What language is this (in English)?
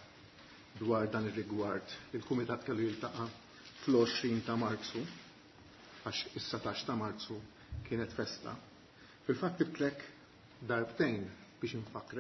Maltese